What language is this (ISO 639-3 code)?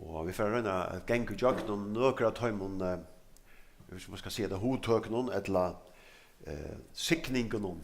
fao